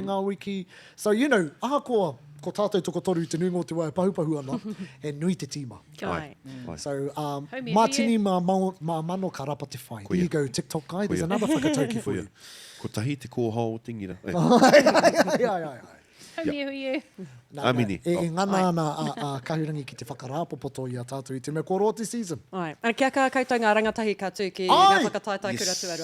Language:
Māori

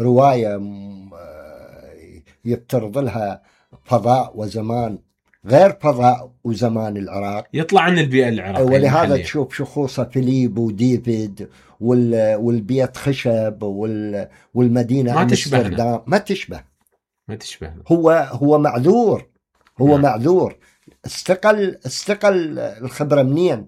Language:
Mesopotamian Arabic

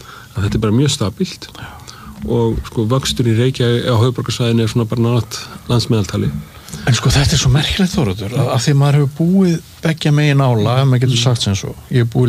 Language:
Icelandic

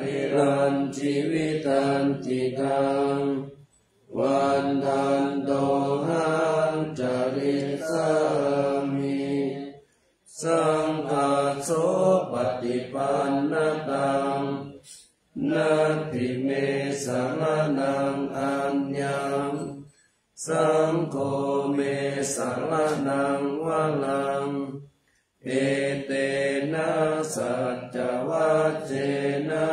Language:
Pali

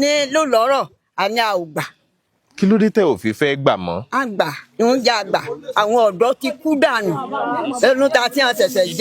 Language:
Yoruba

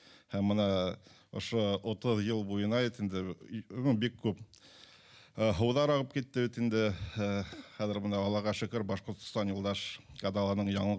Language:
Bashkir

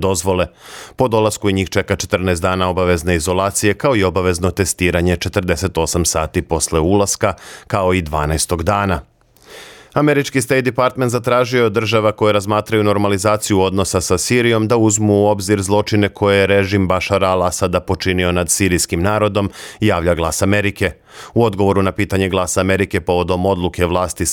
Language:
Serbian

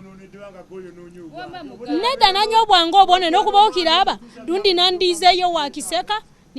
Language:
Ganda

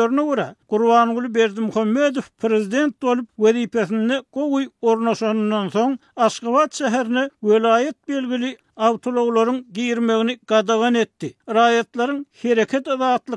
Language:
Turkmen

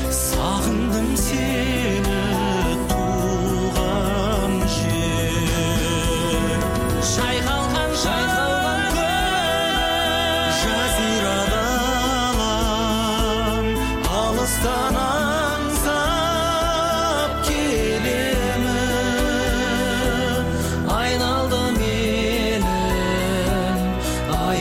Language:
Kazakh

